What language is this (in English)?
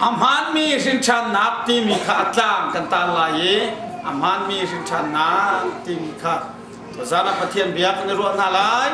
Hakha Chin